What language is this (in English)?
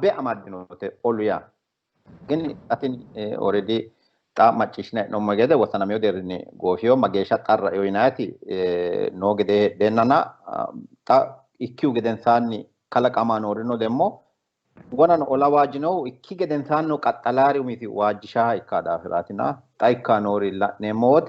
Sidamo